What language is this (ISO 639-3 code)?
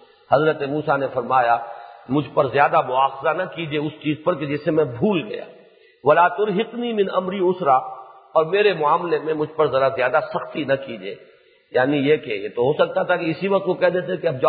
urd